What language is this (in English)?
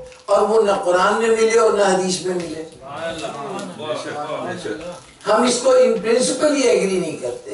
Urdu